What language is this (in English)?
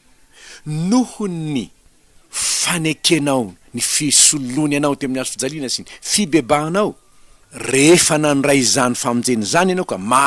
Malagasy